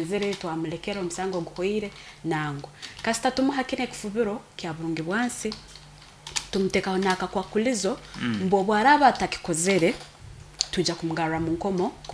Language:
Nyoro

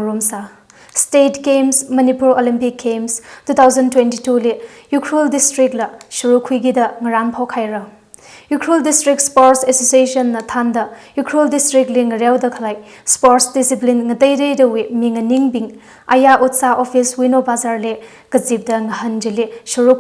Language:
Tangkhul Naga (India)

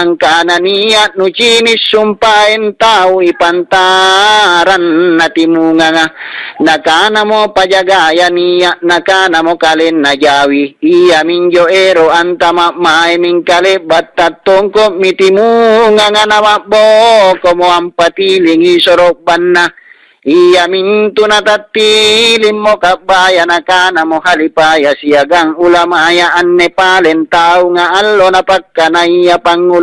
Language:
Makasar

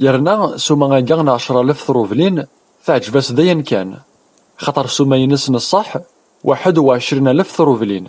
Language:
Kabyle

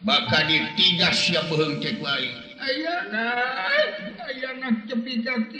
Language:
Sundanese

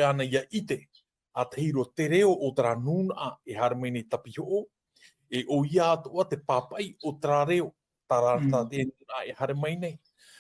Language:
Tahitian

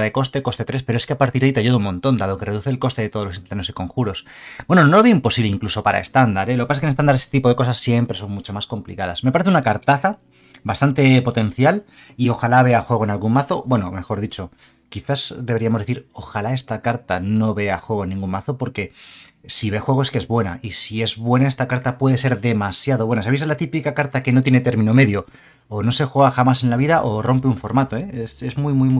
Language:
Spanish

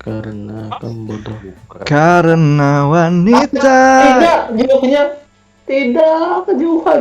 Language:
Banjar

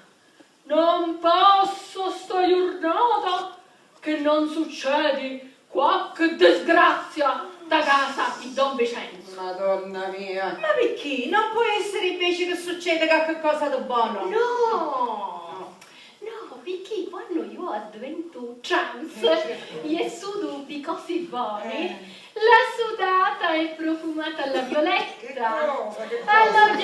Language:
Sicilian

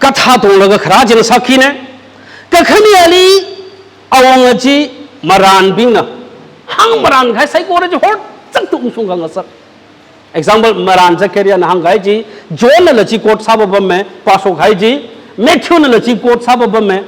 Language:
Tangkhul Naga (India)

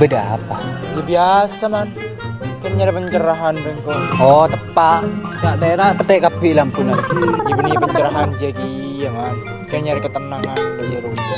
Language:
Madurese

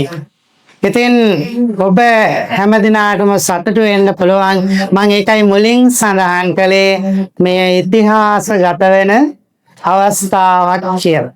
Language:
Sinhala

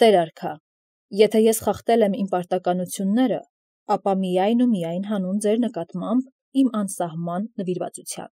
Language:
Armenian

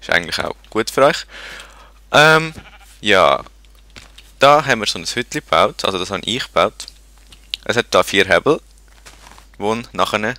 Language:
Swiss German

